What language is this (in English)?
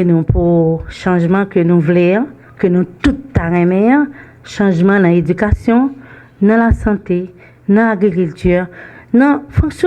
Haitian Creole